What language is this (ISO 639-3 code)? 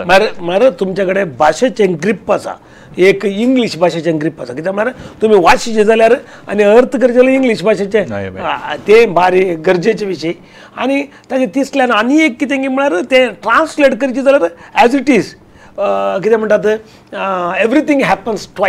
kok